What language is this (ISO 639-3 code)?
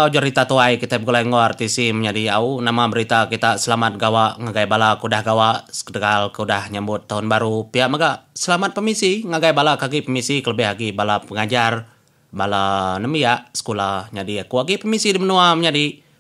iba